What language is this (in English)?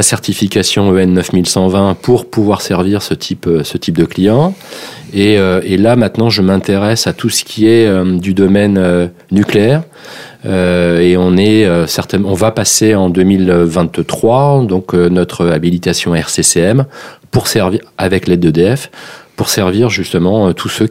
French